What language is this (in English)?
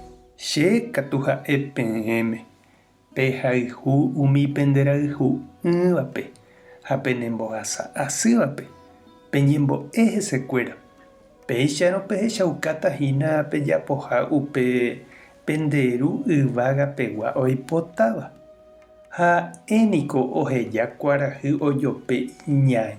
Guarani